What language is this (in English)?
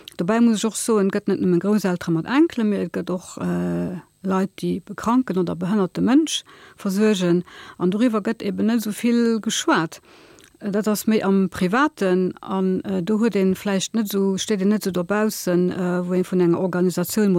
Luxembourgish